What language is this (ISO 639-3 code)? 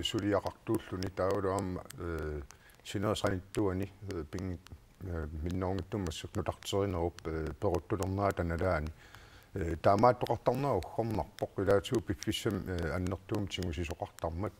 kal